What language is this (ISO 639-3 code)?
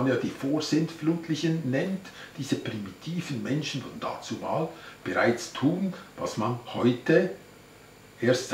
gsw